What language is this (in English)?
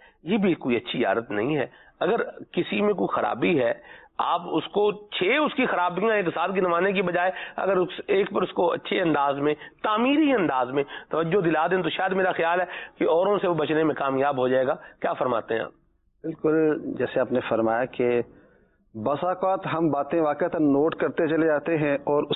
Urdu